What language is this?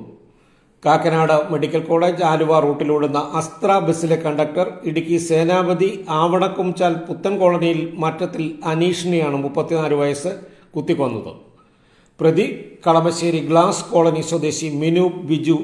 Malayalam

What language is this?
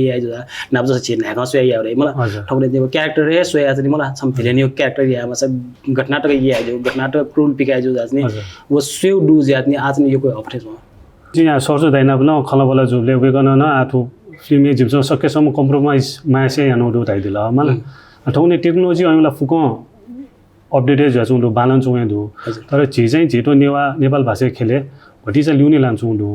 Newari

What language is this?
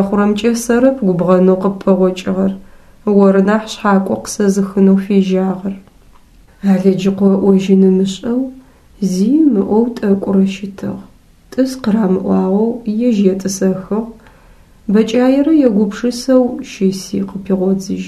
Adyghe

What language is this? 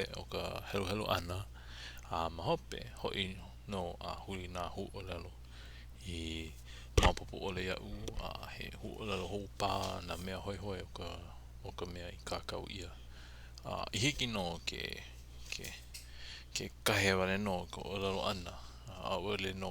Hawaiian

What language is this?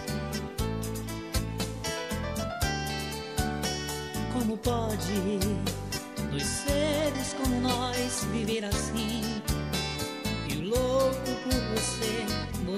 Portuguese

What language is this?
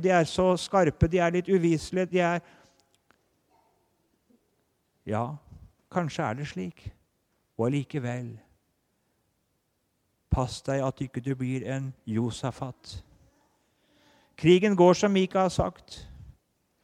Norwegian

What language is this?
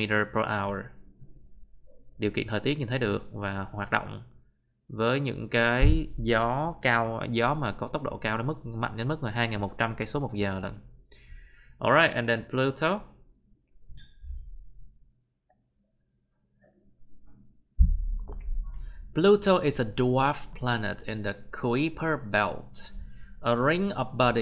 Vietnamese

